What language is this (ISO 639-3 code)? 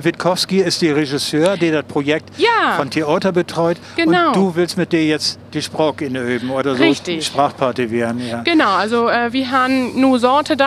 nds